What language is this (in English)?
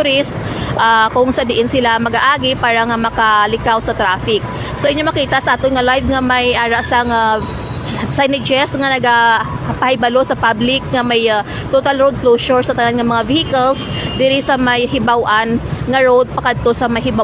Hiligaynon